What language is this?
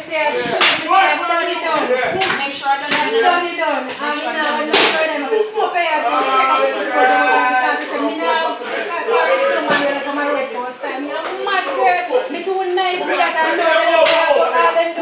Jamaican Creole English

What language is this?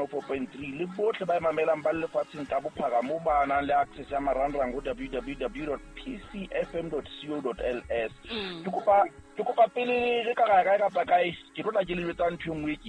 Southern Sotho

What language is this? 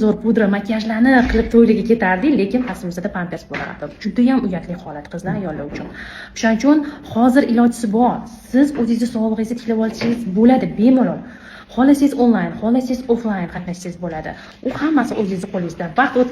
Uzbek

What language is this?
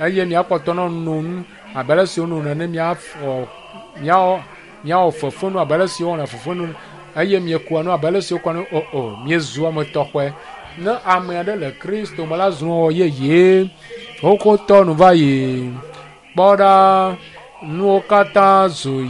Ewe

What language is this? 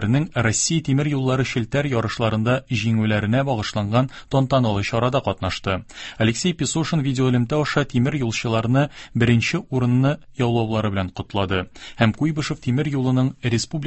Tatar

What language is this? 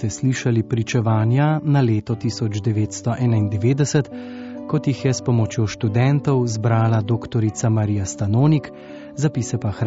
Slovenian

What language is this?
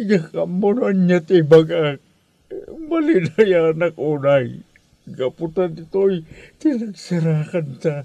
Iloko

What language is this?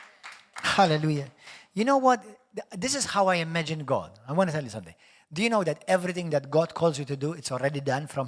English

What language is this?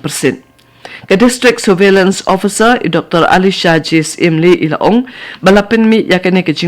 Khasi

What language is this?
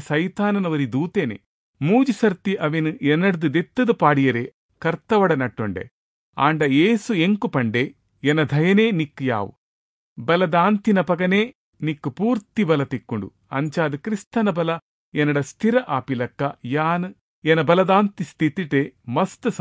Tulu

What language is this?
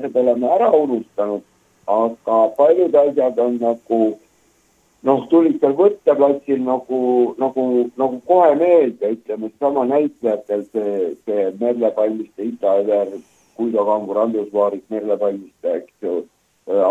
Estonian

